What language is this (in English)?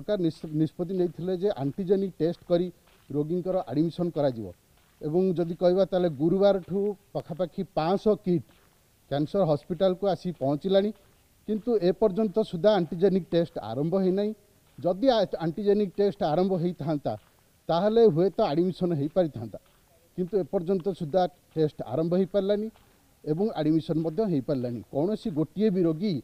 Odia